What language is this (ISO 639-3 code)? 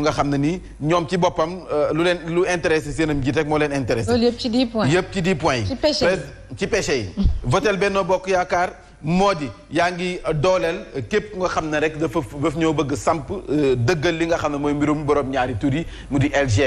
wol